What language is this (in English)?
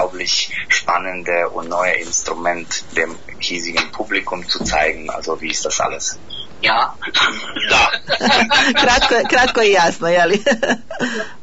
Bosnian